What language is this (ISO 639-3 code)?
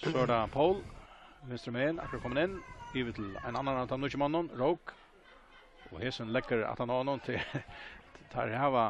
fao